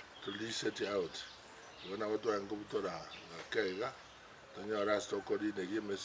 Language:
Gusii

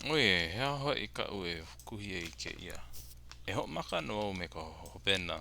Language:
Hawaiian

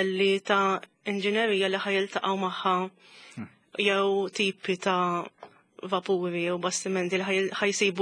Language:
Maltese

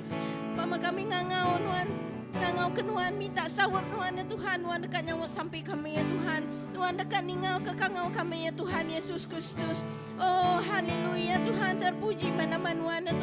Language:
Iban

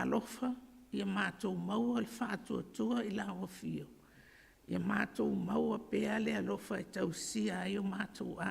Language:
Samoan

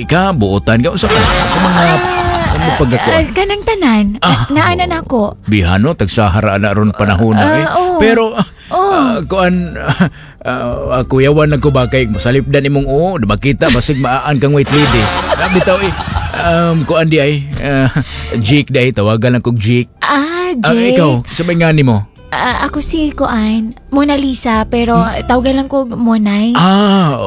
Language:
Cebuano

